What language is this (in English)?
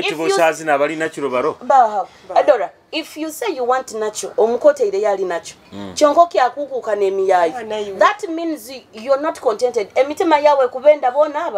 Nyoro